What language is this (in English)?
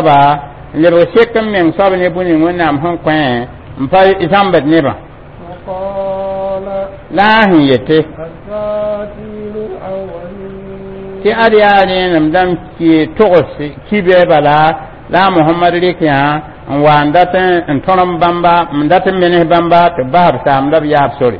Mossi